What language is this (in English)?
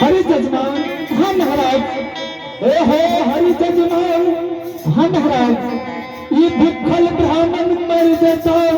Angika